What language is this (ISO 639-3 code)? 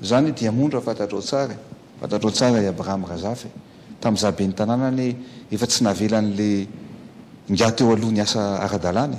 mlg